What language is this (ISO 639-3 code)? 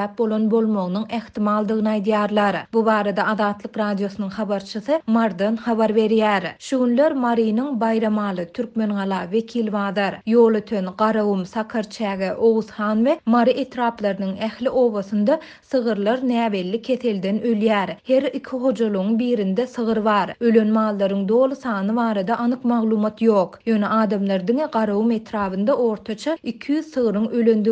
tuk